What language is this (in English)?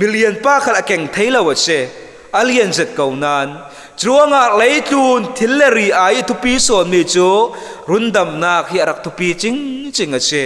Falam Chin